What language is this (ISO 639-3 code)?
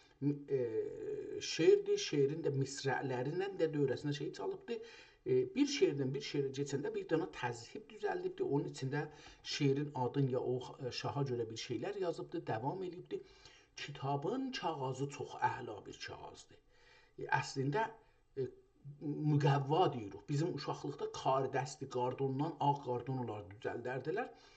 azb